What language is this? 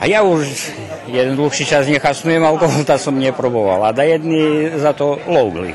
Rusyn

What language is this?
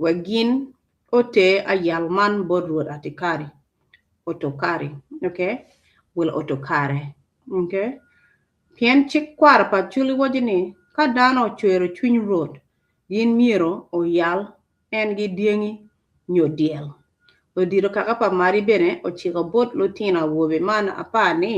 Acoli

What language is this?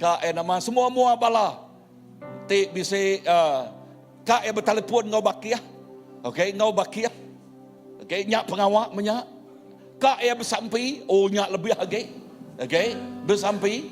Iban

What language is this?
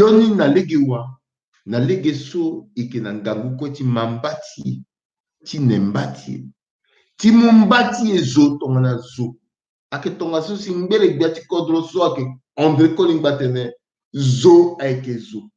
Sango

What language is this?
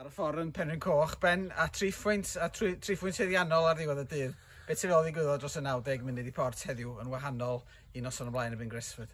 Welsh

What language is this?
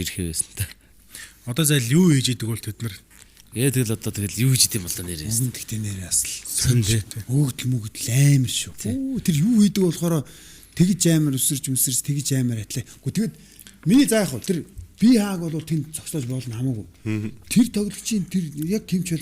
Mongolian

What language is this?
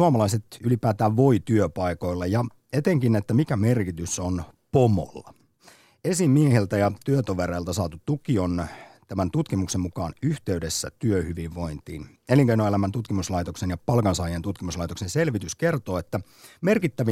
Finnish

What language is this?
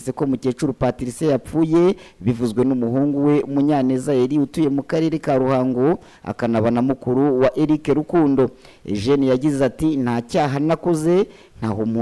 Kinyarwanda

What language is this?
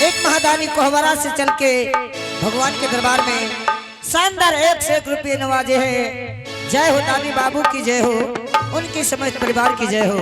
Angika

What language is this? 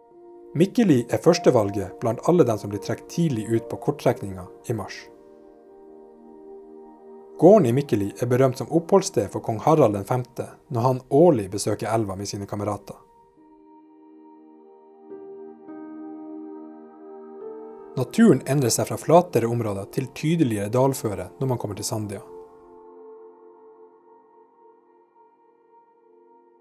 Norwegian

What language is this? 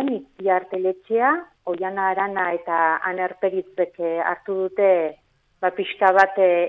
Basque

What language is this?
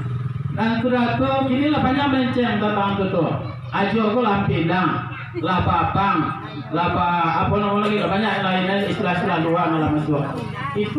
Minangkabau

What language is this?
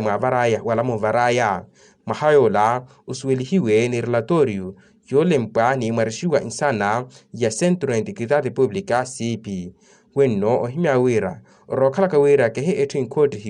Makhuwa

